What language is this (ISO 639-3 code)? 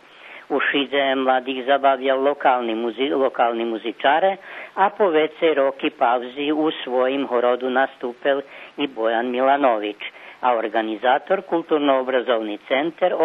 rue